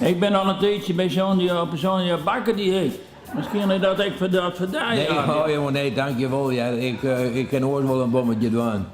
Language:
Western Frisian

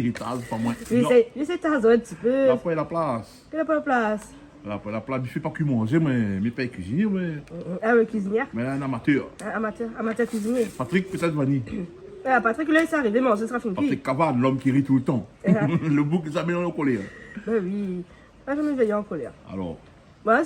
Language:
Réunion Creole French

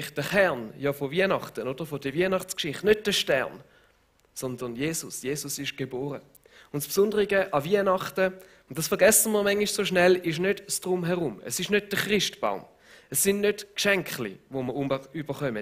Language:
Swiss German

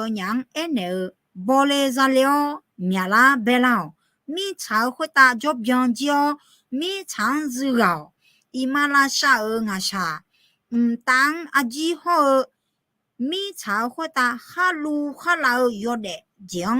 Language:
Akha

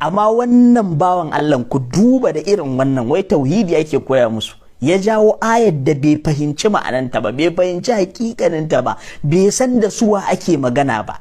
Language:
Hausa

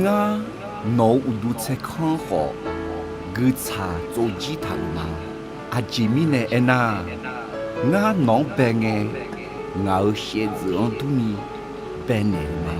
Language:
Akha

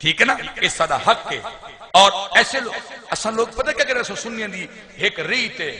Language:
Saraiki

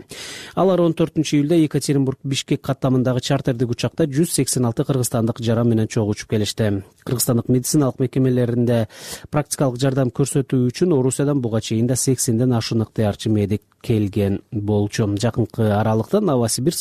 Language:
Kyrgyz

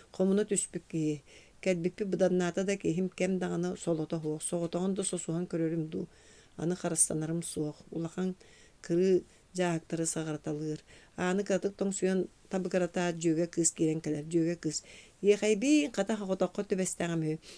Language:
Yakut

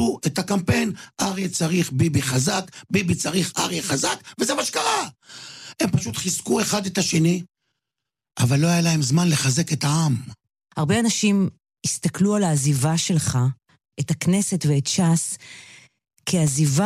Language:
Hebrew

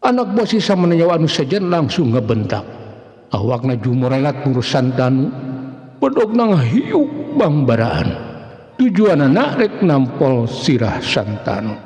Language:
Sundanese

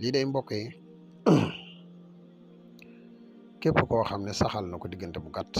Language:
Wolof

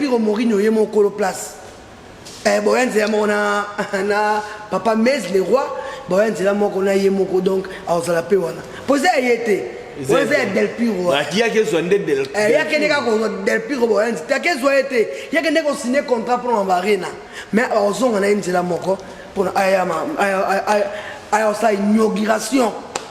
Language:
Lingala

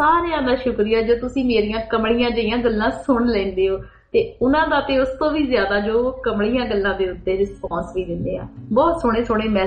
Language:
Punjabi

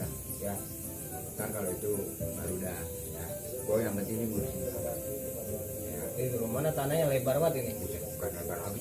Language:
Betawi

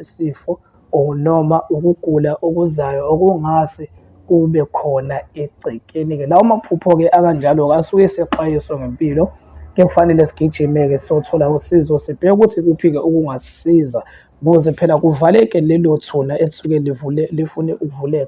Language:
Zulu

